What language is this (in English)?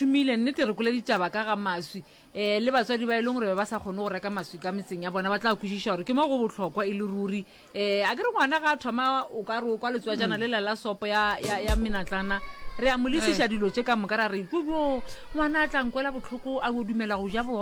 Northern Sotho